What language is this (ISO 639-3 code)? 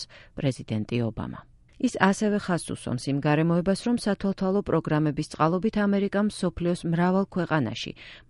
kat